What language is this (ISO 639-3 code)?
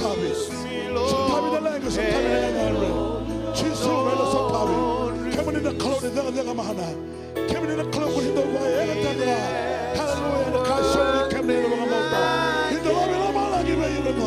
fij